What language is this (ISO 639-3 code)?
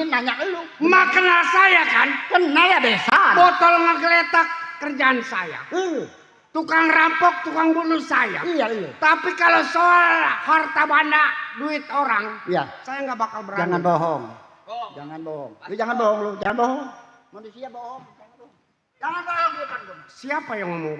bew